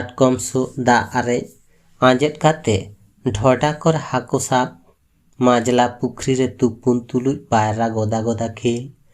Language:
Santali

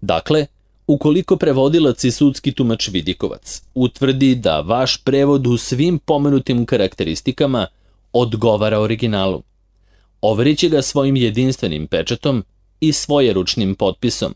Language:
Serbian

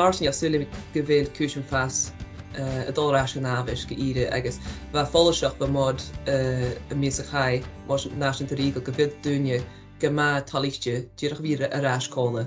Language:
Scottish Gaelic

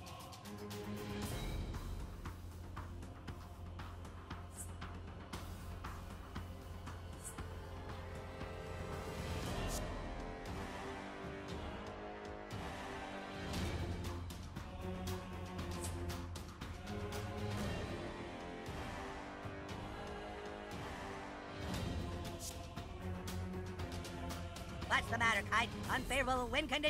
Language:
English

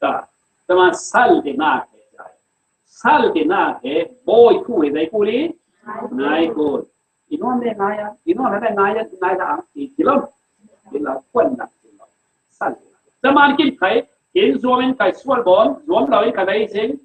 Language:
Falam Chin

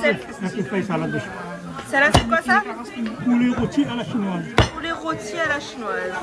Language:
Réunion Creole French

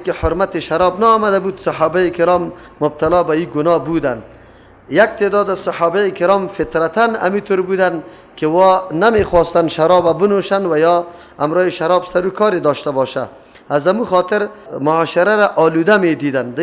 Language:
Persian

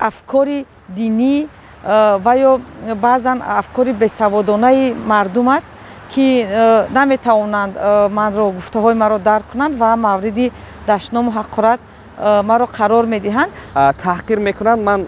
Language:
Tajik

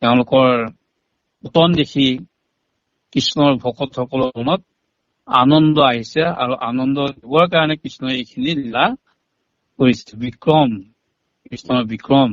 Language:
Assamese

